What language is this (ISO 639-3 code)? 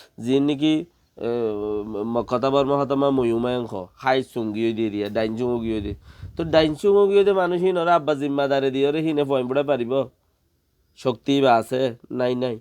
rhg